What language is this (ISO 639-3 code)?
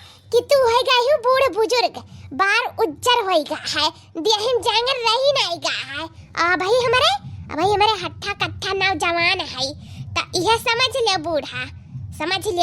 awa